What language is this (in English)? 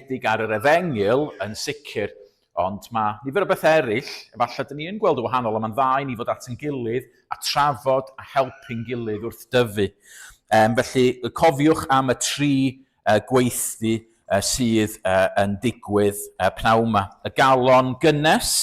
Welsh